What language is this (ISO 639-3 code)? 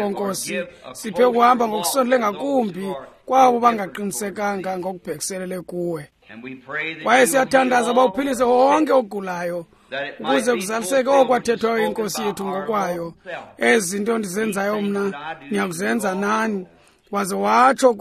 xho